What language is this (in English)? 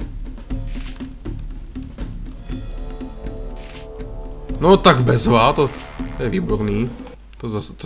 Czech